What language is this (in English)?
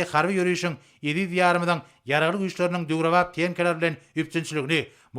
Turkmen